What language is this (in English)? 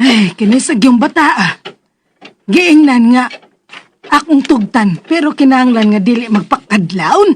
Cebuano